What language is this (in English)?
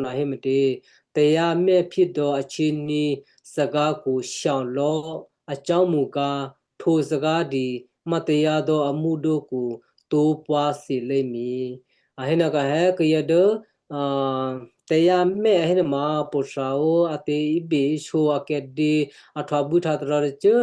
Western Kayah